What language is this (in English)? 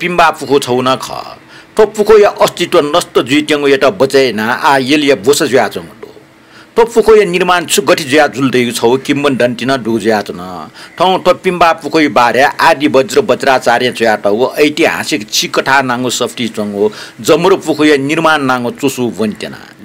Newari